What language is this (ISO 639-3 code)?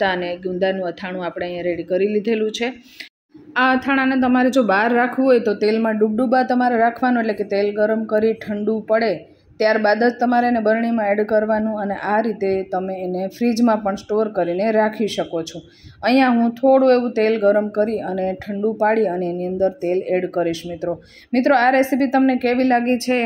guj